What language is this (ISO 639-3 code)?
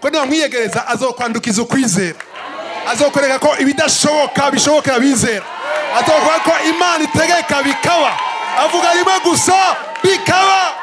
run